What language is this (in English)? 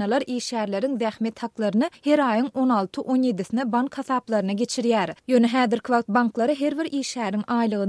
Turkmen